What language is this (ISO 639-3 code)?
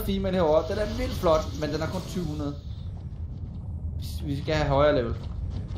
dan